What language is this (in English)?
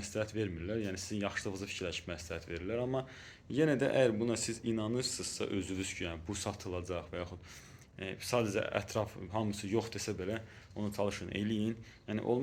Azerbaijani